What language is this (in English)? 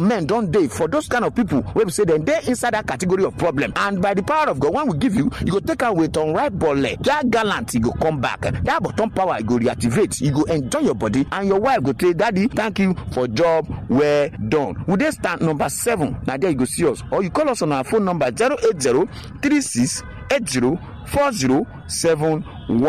Nigerian Pidgin